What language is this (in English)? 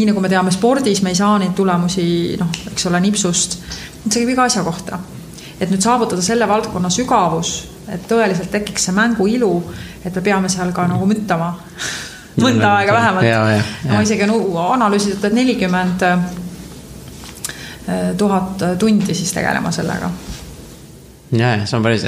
Estonian